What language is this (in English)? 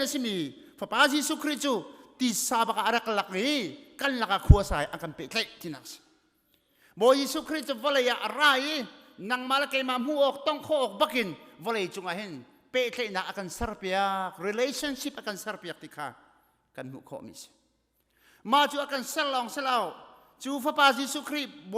Hakha Chin